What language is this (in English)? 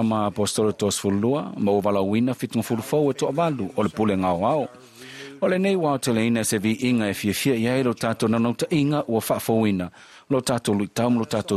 Samoan